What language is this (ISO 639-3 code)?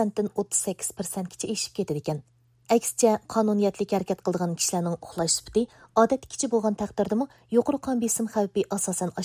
uig